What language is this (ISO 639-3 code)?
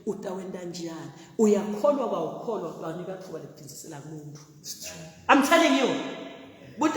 zul